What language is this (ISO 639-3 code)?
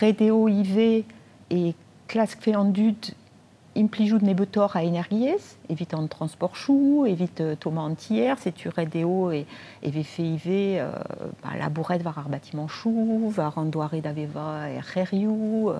bre